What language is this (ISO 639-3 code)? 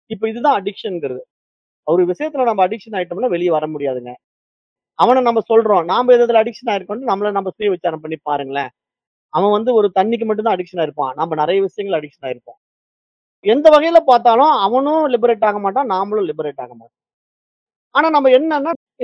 tam